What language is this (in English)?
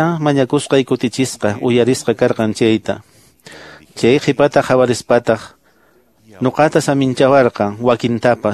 Quechua